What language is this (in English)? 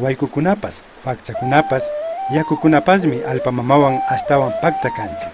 Imbabura Highland Quichua